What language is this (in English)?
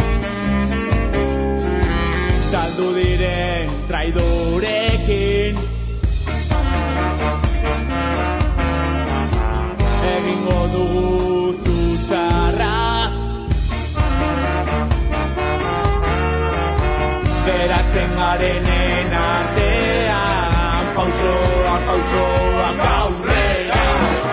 Basque